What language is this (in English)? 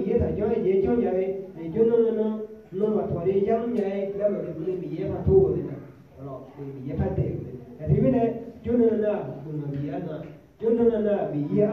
Akha